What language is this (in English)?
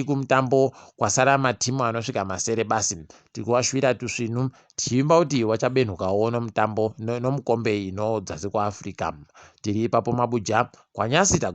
Ndau